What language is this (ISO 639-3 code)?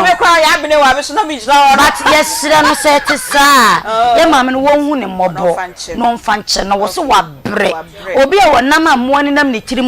aka